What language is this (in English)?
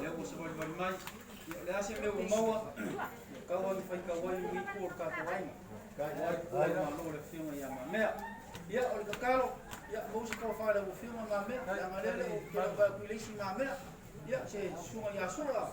Samoan